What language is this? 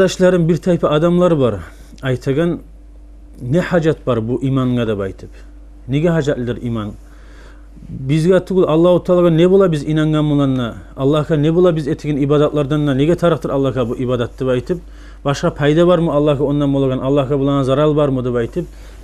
Kumyk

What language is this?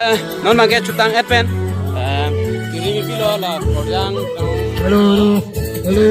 Karbi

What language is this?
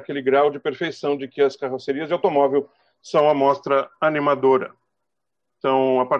Portuguese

